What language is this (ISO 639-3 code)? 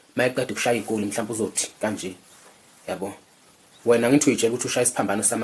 zul